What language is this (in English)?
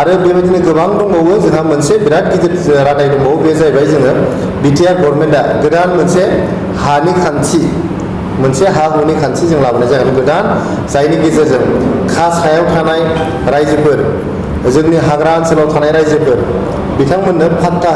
Bodo